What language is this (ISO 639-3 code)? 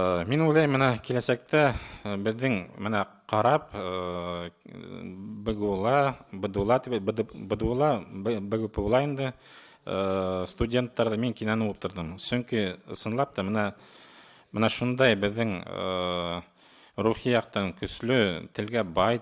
bak